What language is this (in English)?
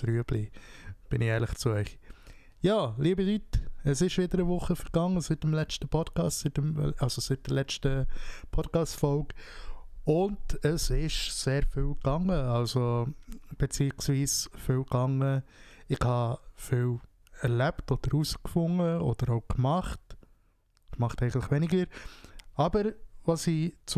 Swiss German